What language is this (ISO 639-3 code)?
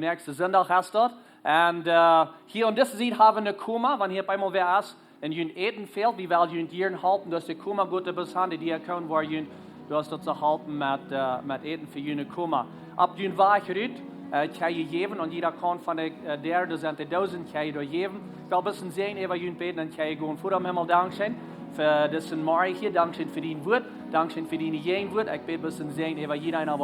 pdt